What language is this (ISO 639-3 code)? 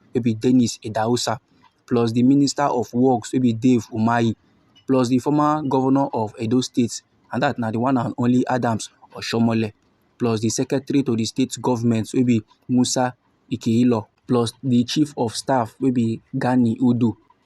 pcm